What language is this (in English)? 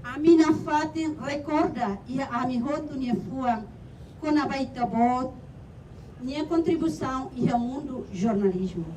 Tetum